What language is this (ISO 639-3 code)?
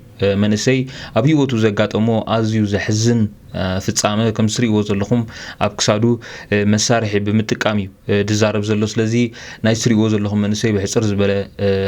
tir